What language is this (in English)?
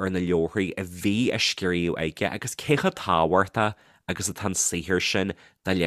Irish